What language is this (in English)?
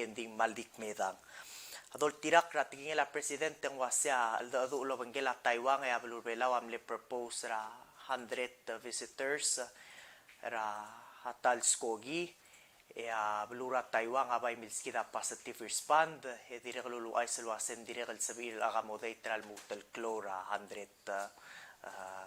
Palauan